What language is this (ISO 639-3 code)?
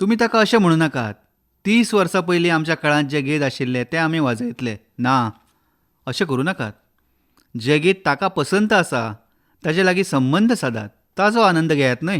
kok